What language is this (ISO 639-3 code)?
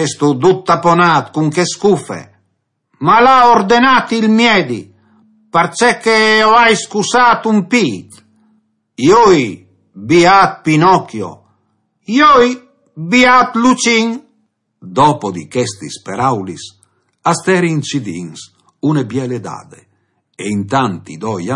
fur